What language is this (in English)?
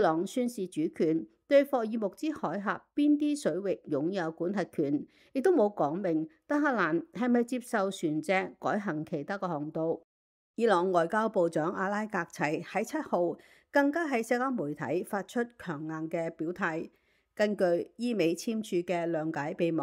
Cantonese